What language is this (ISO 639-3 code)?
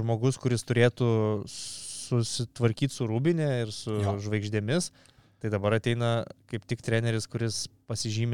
lit